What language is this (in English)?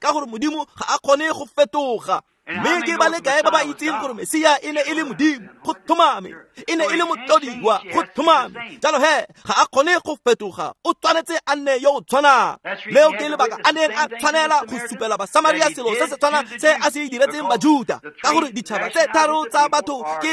Tswana